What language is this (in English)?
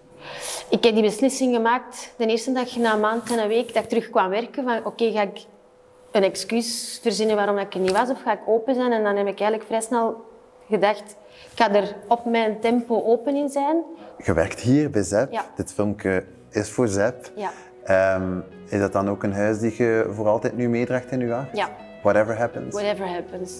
Dutch